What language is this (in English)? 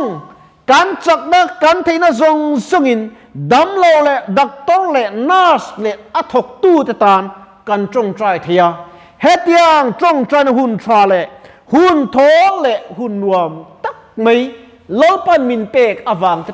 Mizo